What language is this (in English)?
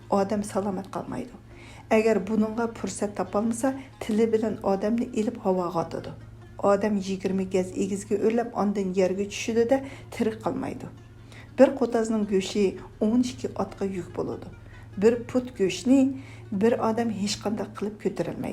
Uyghur